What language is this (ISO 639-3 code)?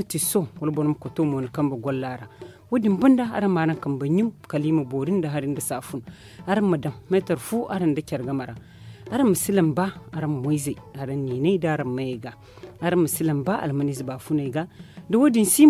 dje